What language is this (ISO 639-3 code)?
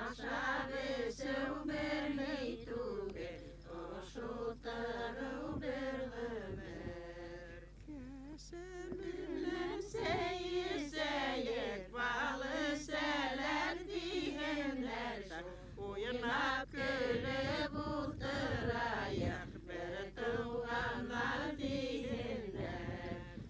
bak